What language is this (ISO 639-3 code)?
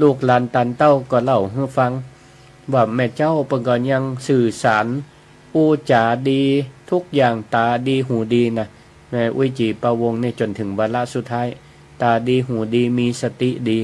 nod